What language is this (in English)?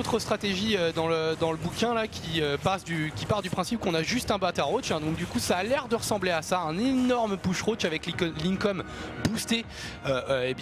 French